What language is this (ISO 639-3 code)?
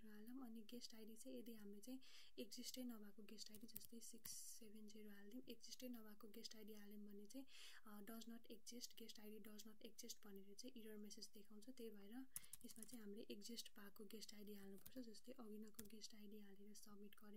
nep